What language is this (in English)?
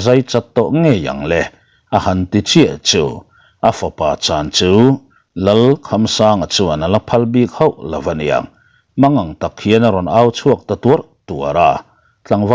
Mizo